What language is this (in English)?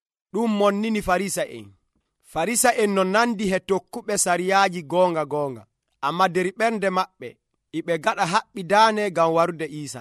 Nigerian Fulfulde